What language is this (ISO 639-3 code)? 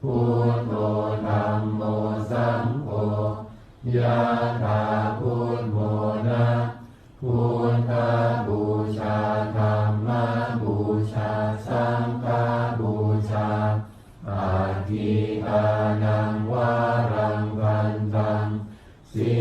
pli